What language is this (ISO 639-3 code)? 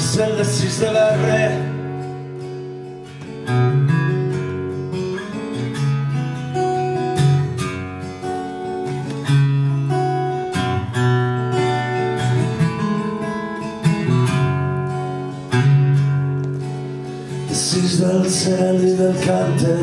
cat